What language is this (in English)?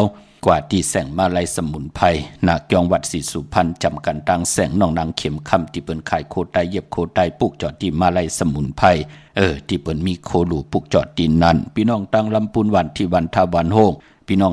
Shan